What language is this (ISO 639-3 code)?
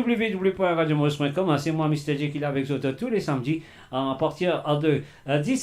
mfe